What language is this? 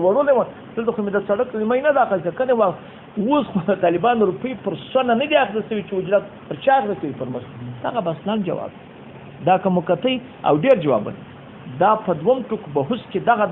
Pashto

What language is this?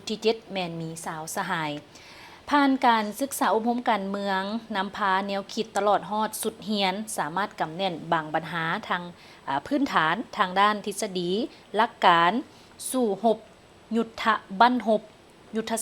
Lao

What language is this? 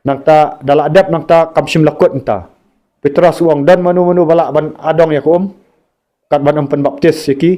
Khasi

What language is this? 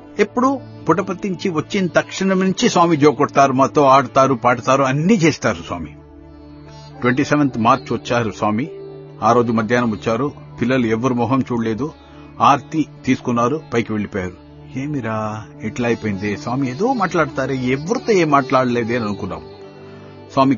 Telugu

